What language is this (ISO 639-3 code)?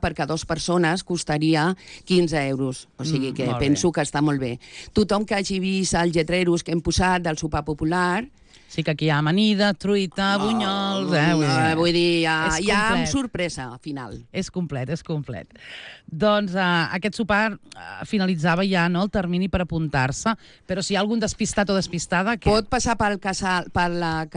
cat